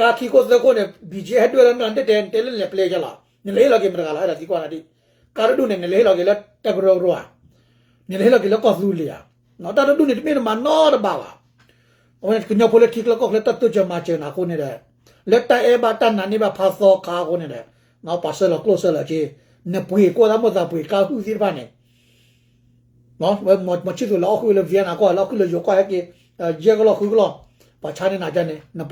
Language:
S'gaw Karen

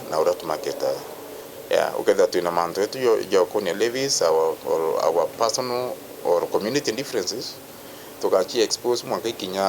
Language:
Meru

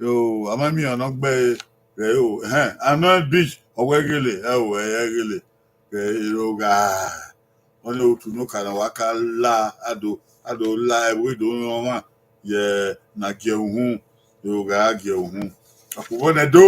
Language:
Bini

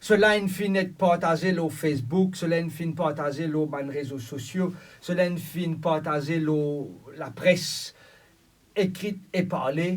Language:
Morisyen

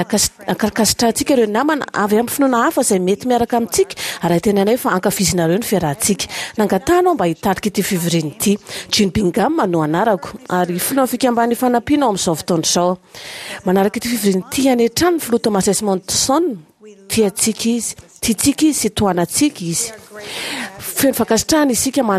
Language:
Malagasy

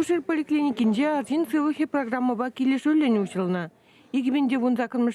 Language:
Chuvash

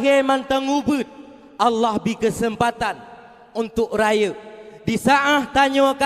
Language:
Achinese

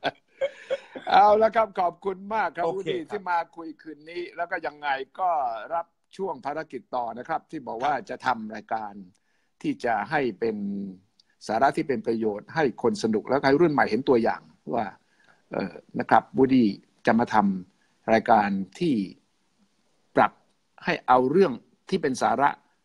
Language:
Thai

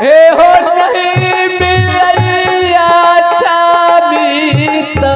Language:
Maithili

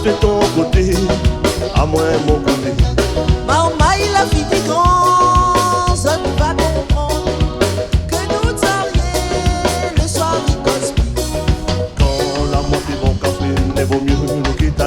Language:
Réunion Creole French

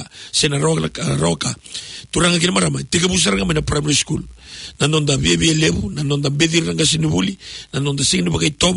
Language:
Fijian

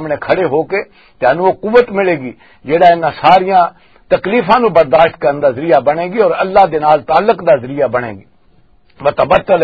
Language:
Western Panjabi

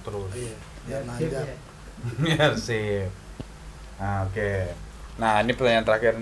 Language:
Betawi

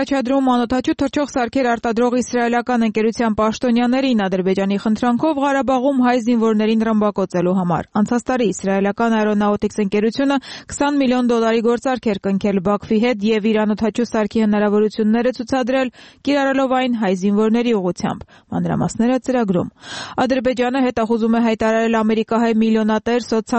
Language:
Armenian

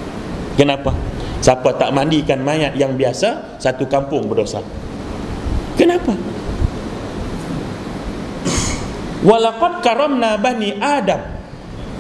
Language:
Malay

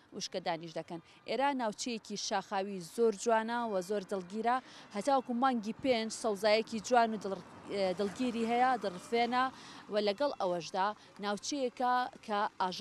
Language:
Central Kurdish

